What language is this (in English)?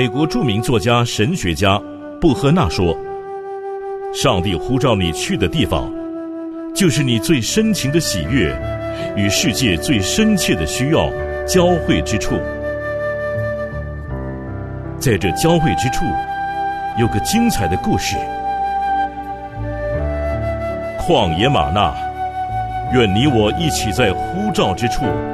Chinese